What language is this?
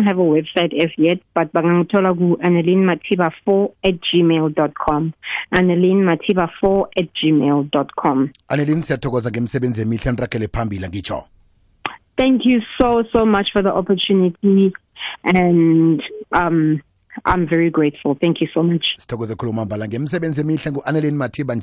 South Ndebele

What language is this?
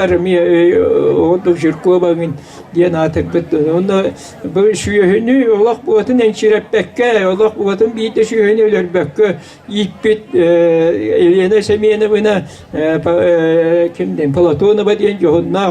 Yakut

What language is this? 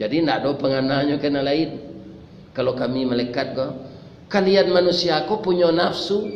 Minangkabau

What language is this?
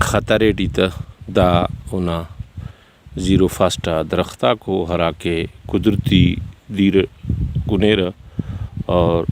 Brahui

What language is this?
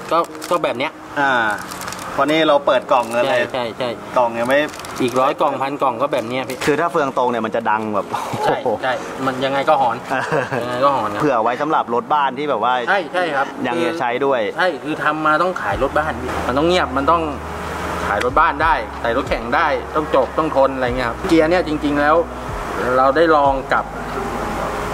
Thai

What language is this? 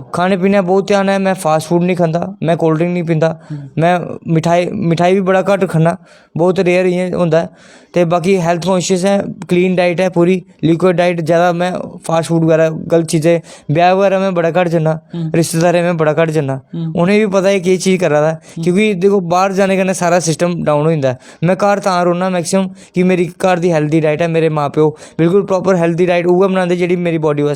Dogri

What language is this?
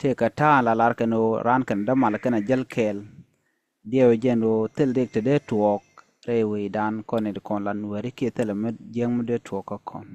Nuer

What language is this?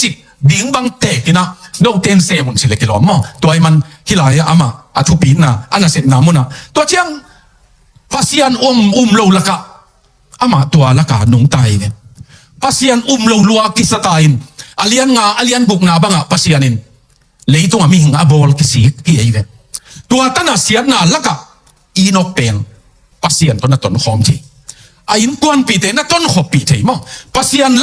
Tedim Chin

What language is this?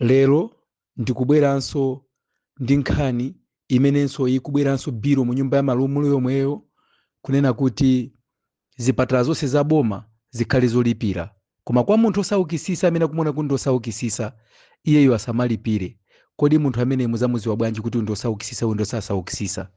Nyanja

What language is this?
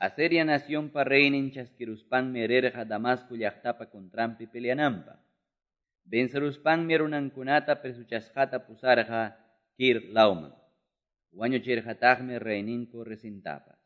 Quechua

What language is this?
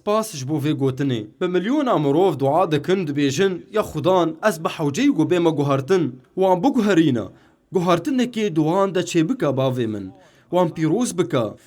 Kurdish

